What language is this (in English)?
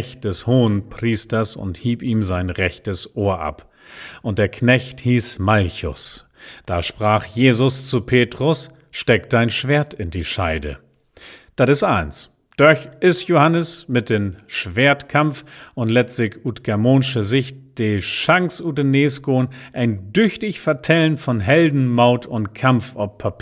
Low German